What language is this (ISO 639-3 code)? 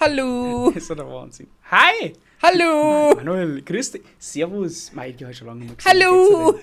bar